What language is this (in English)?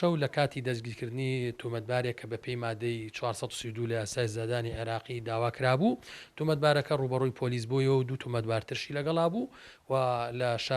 Central Kurdish